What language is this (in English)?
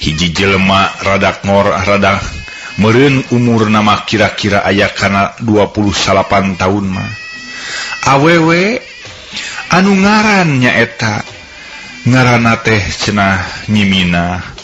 Sundanese